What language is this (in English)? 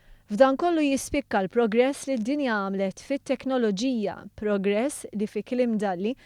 Maltese